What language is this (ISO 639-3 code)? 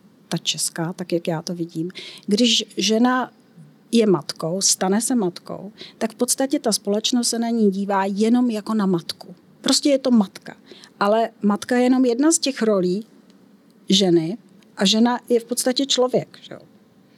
ces